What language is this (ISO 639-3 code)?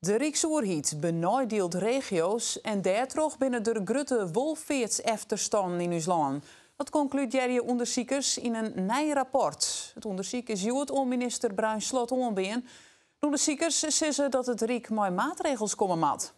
fry